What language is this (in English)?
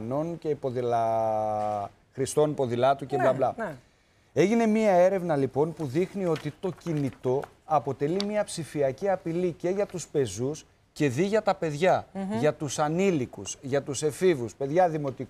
Greek